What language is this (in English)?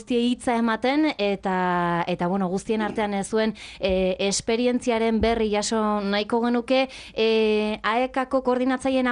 Basque